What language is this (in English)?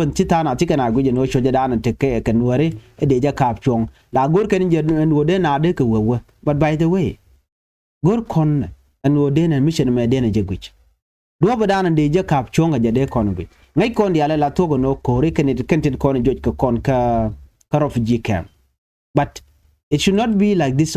Nuer